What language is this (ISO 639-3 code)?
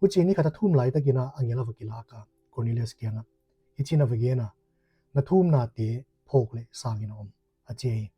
pck